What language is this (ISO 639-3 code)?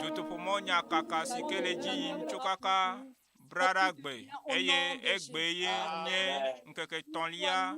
ewe